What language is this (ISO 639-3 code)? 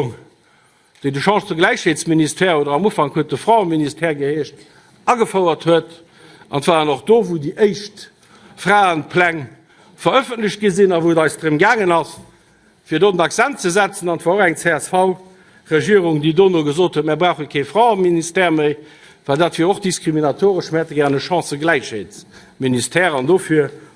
ltz